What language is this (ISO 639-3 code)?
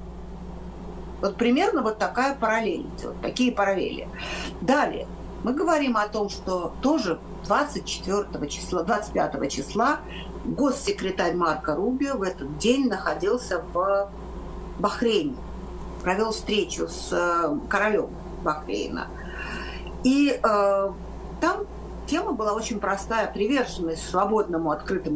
rus